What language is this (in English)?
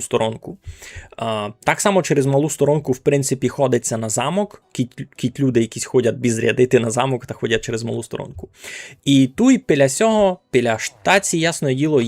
Rusyn